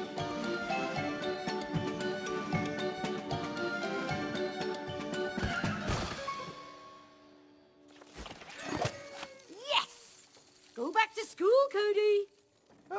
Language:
English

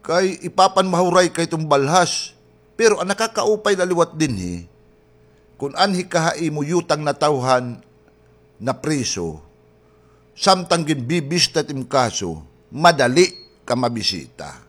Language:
Waray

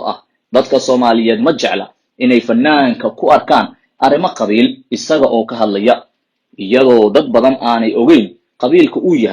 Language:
Somali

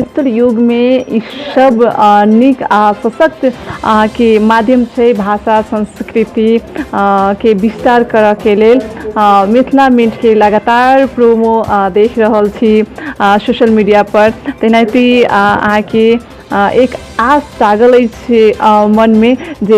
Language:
Maithili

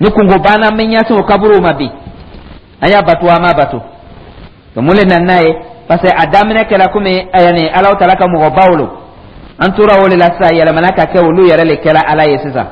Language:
Dyula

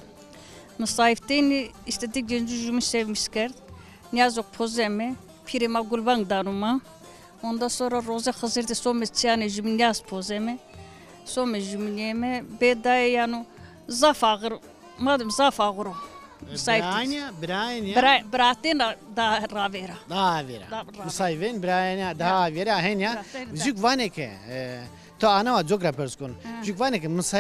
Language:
Zaza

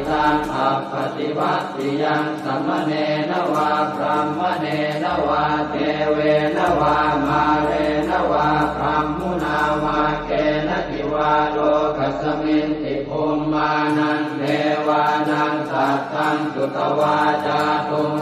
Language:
Pali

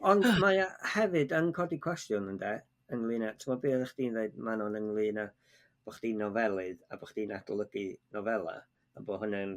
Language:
Welsh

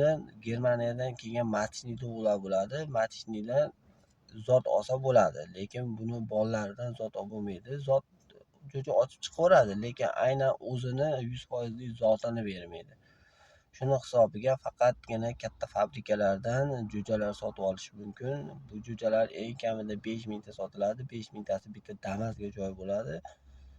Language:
Uzbek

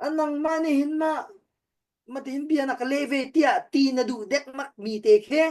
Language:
Hakha Chin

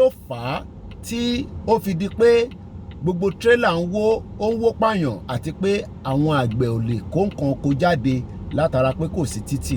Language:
Yoruba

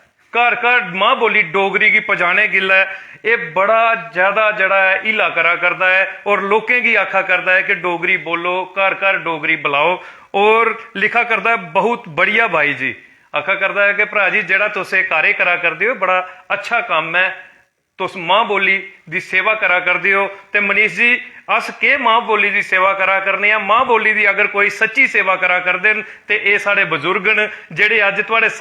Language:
Dogri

